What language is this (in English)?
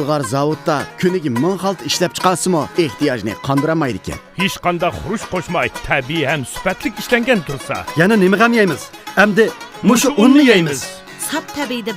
Uyghur